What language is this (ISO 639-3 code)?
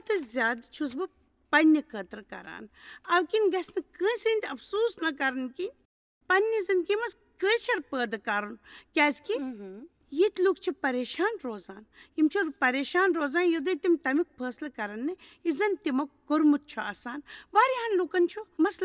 kas